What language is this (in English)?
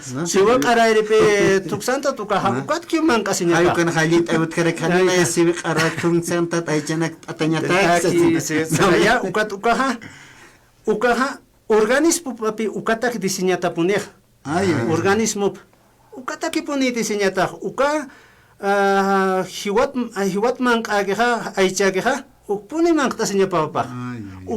Aymara